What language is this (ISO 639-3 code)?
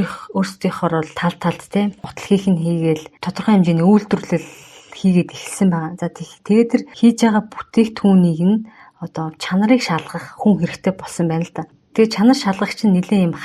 mon